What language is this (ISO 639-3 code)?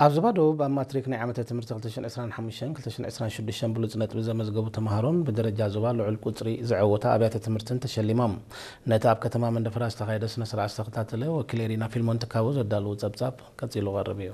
tir